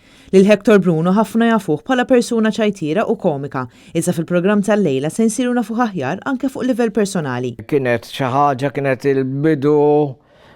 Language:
Maltese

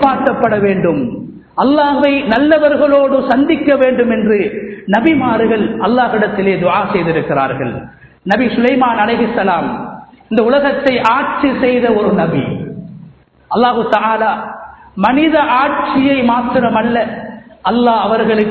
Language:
Tamil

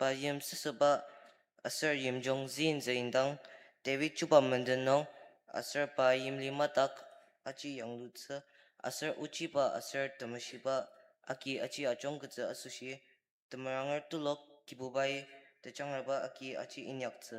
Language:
Ao Naga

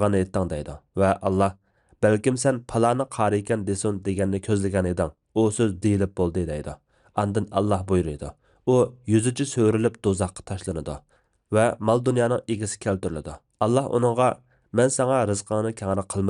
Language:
Uyghur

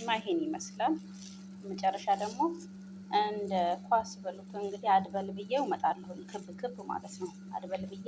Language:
Amharic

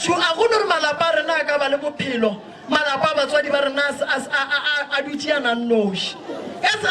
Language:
Northern Sotho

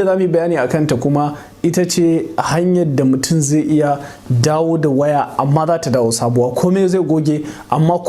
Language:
Hausa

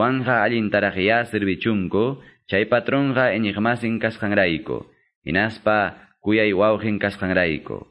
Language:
Quechua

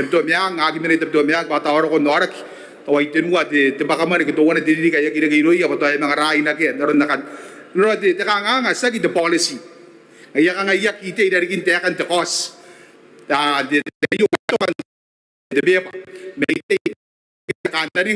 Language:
Gilbertese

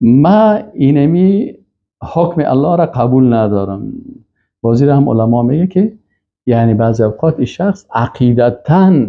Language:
Persian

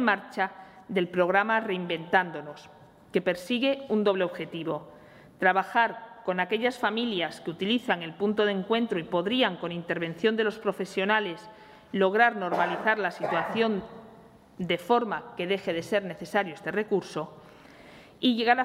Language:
Spanish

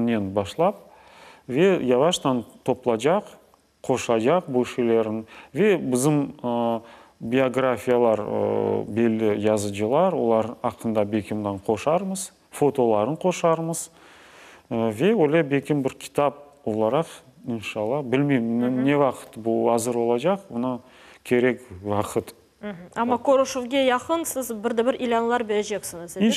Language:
Crimean Tatar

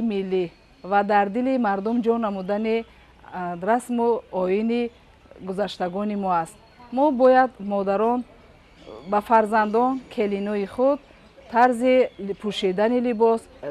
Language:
Tajik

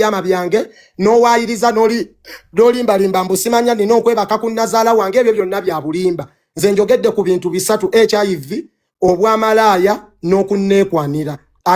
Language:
Ganda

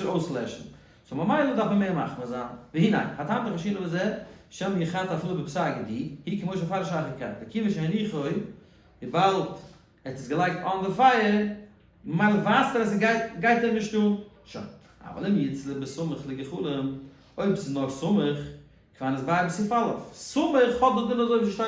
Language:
Yiddish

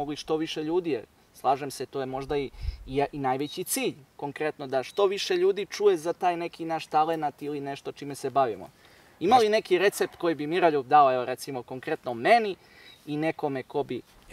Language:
Serbian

